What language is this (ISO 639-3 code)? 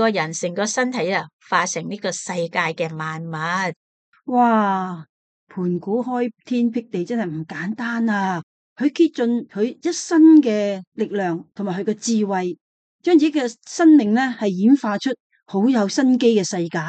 yue